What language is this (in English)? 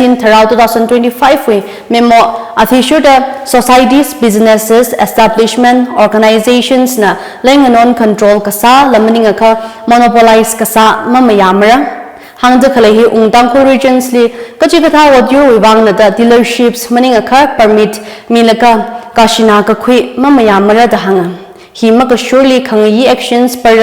Tangkhul Naga (India)